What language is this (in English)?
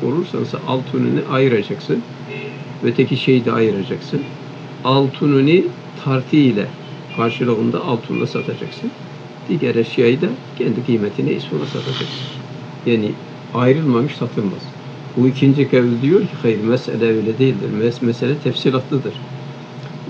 Turkish